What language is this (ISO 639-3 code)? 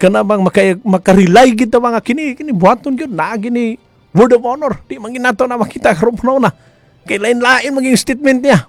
ceb